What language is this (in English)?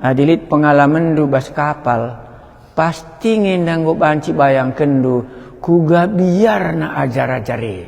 Batak Karo